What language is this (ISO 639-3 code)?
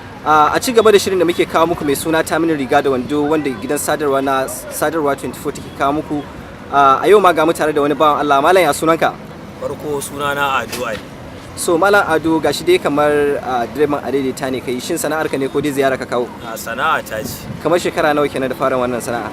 hau